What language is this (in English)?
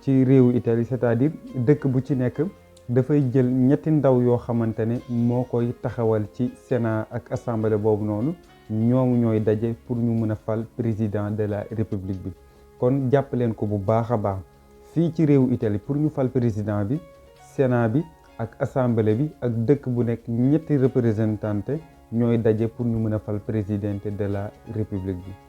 Wolof